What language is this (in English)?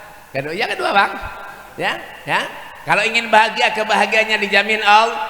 Banjar